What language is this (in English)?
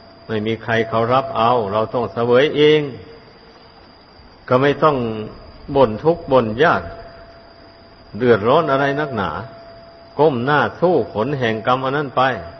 Thai